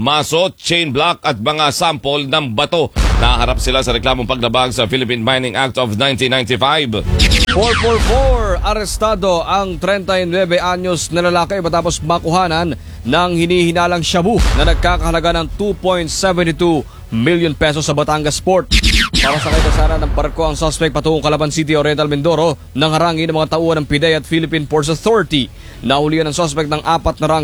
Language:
Filipino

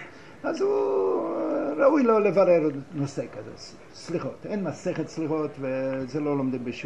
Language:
Hebrew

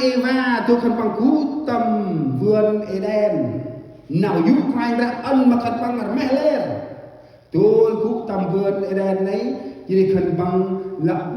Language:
Central Mnong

